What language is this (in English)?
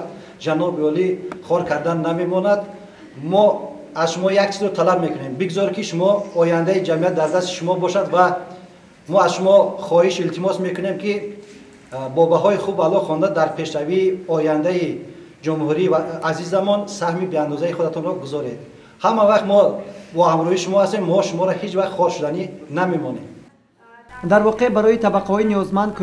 Tajik